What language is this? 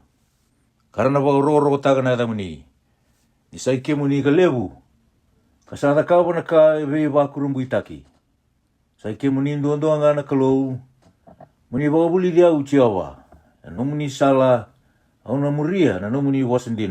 Fijian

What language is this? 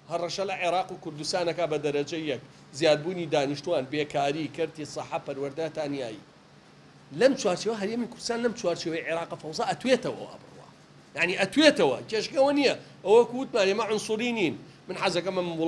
Central Kurdish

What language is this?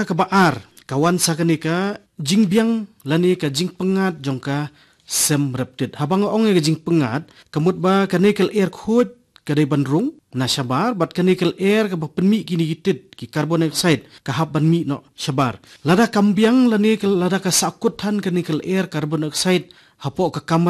Khasi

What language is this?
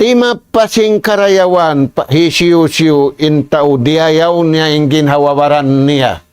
Tausug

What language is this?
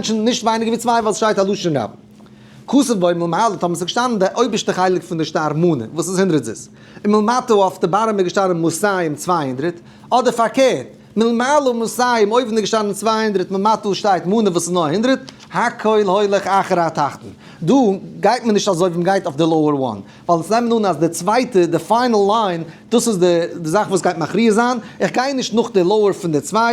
Yiddish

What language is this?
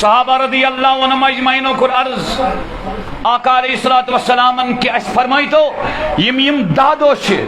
Kashmiri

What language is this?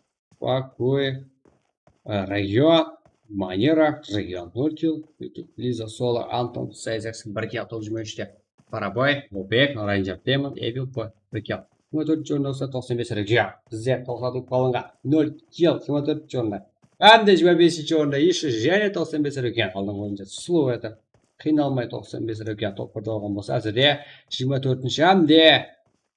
Kara-Kalpak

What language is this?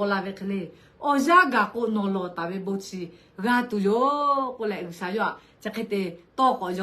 Lahu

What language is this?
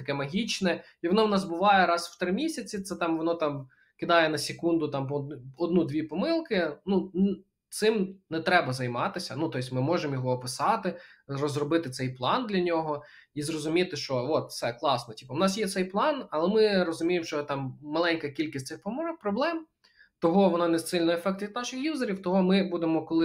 Ukrainian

